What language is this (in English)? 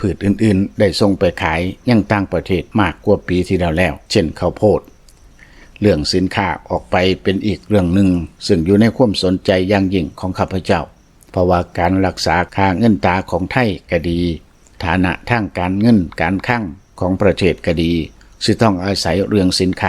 Lao